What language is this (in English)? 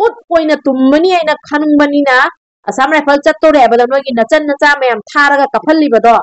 Manipuri